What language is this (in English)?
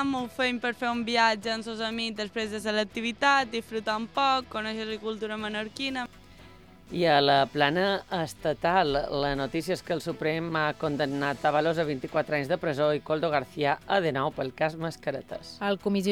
Catalan